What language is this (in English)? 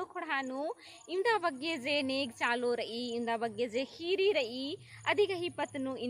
Kurukh